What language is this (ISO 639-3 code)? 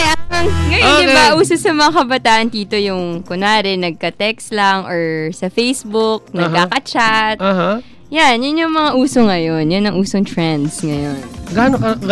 fil